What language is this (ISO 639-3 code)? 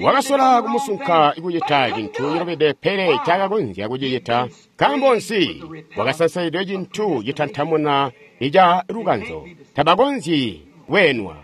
toi